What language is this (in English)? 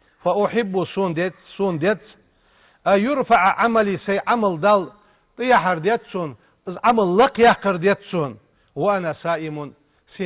Ingush